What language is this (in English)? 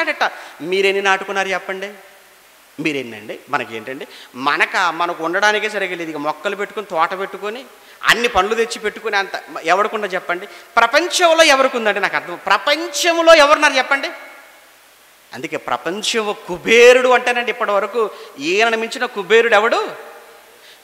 Telugu